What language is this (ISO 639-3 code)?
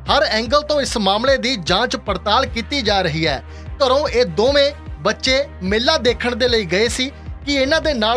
pan